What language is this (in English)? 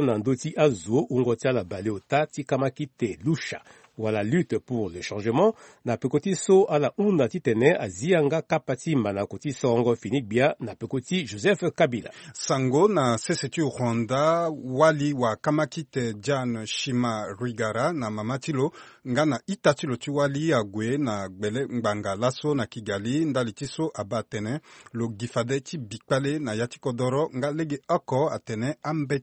Sango